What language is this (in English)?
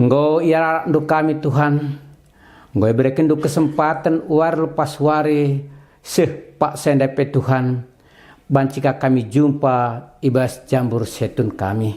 Batak Karo